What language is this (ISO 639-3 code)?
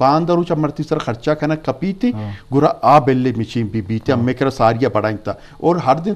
bgp